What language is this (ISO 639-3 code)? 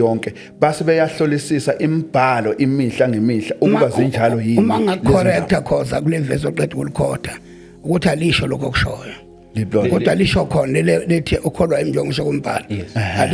zul